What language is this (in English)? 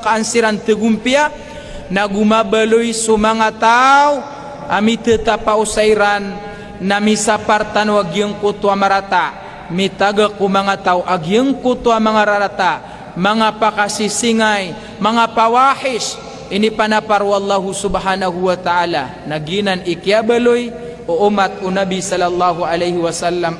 Maranao